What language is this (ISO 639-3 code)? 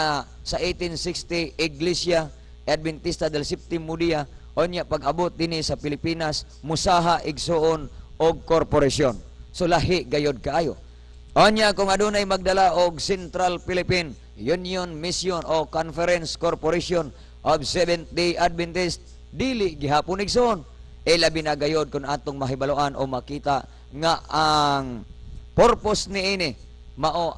ceb